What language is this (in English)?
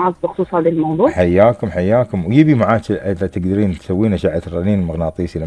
Gulf Arabic